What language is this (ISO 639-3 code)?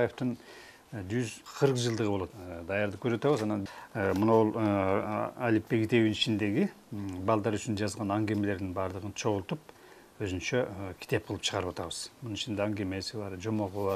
kir